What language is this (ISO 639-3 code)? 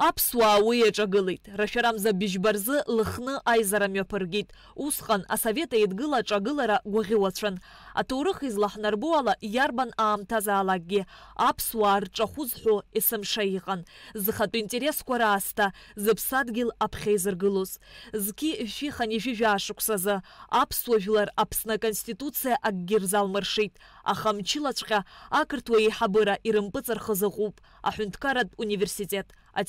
abk